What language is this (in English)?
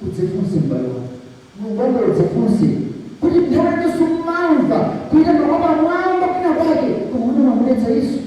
Nyanja